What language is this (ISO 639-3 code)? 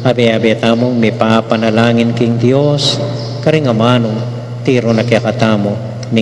pam